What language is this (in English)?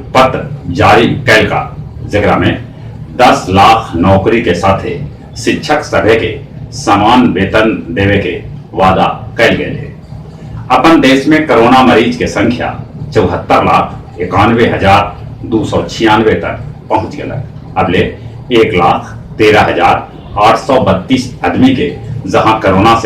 Magahi